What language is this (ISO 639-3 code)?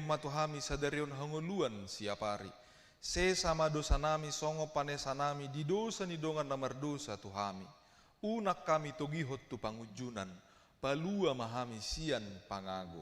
bbc